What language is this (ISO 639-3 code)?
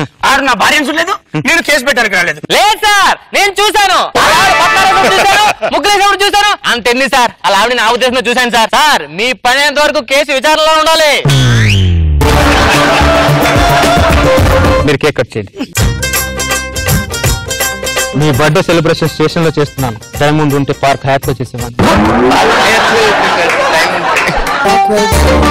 tel